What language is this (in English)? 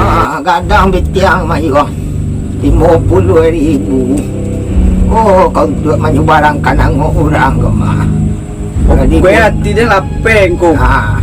Minangkabau